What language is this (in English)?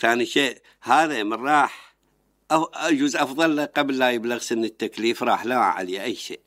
Mesopotamian Arabic